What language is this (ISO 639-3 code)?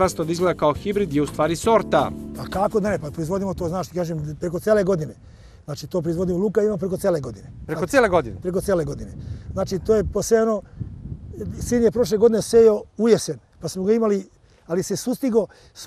srp